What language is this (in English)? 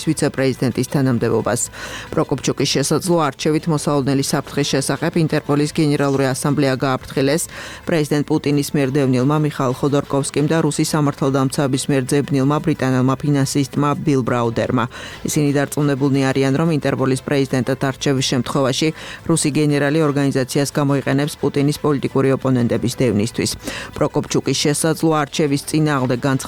Georgian